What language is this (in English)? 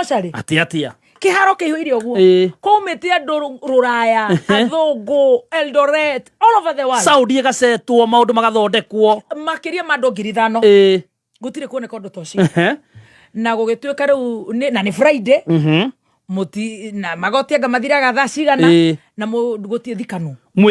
Kikuyu